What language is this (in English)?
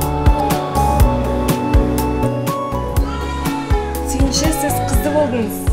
Kazakh